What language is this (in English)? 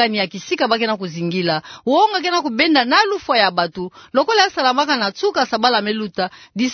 Kituba (Democratic Republic of Congo)